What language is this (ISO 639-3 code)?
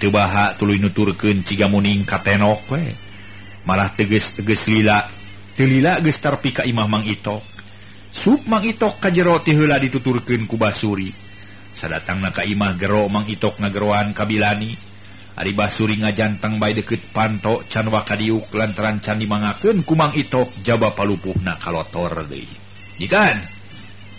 sun